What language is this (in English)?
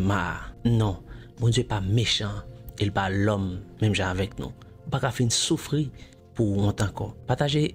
Haitian Creole